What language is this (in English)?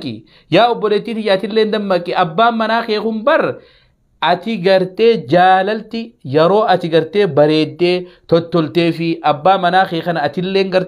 Oromo